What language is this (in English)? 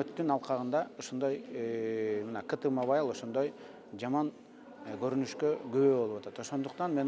Kyrgyz